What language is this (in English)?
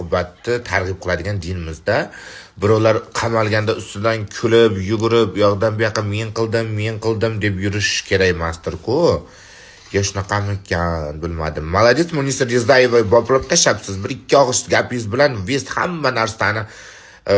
Uzbek